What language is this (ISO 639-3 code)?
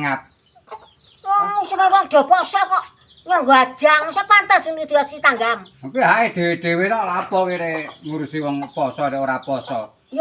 jav